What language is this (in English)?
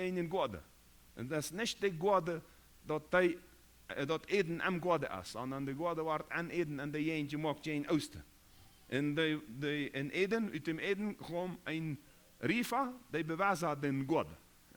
Plautdietsch